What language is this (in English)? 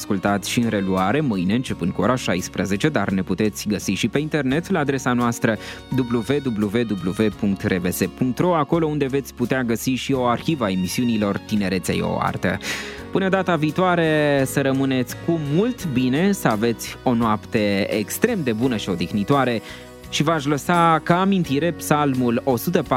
Romanian